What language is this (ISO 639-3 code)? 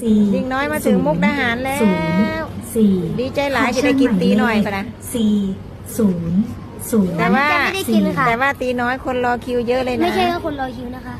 tts